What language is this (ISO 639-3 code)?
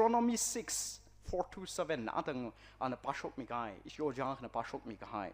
nmf